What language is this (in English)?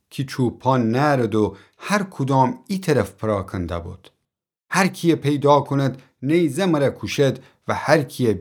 Gilaki